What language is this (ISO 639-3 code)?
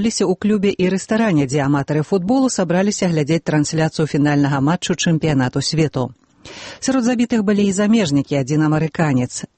bel